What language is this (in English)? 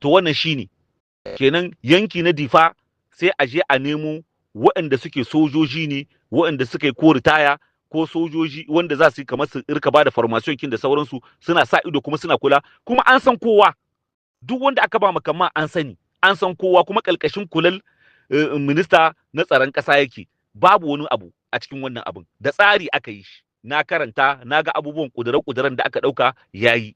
Hausa